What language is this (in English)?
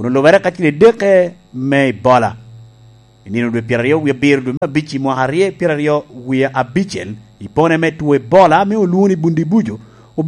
Lango (Uganda)